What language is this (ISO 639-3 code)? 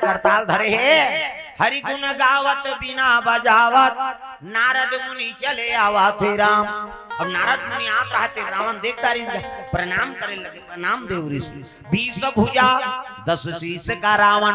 hne